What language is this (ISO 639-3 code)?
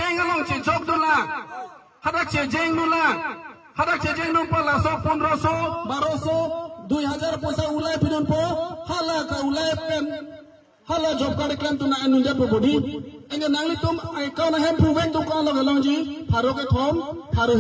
mjw